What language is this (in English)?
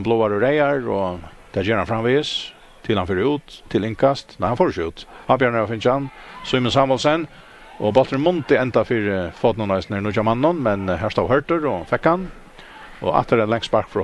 Faroese